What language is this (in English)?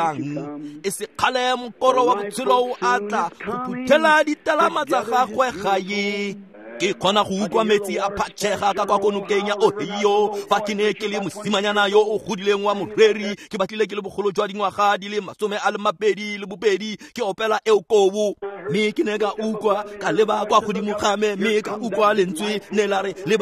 Tswana